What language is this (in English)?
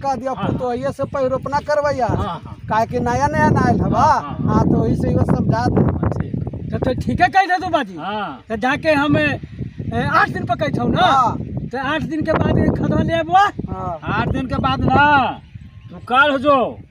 Magahi